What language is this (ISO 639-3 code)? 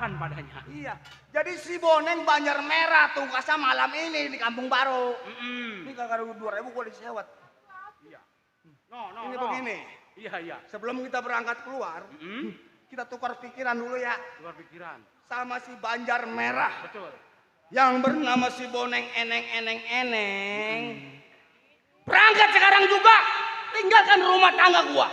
bew